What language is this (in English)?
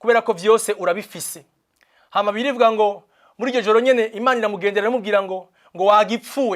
Rundi